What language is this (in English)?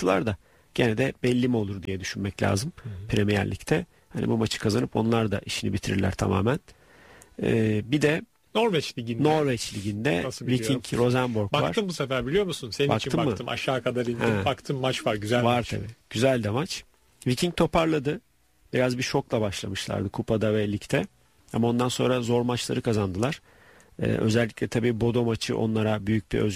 Turkish